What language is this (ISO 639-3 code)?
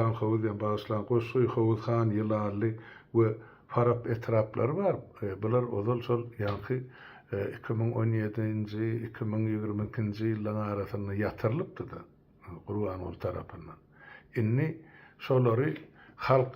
tuk